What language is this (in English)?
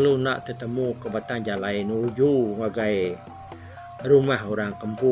Iban